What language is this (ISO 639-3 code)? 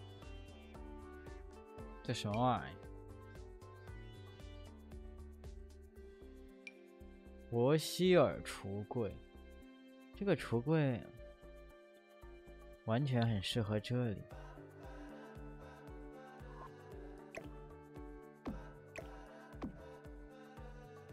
zho